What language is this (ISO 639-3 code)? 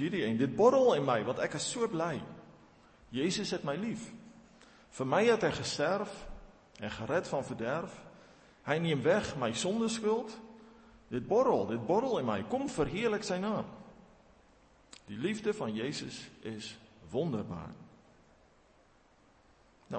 afr